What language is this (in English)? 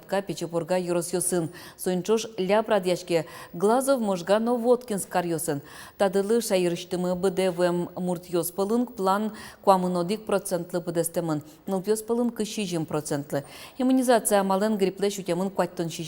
Udmurt